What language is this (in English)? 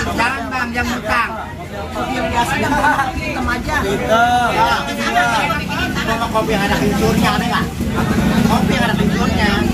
Betawi